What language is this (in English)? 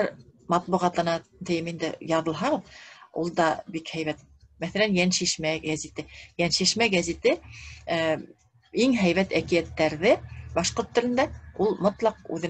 Bashkir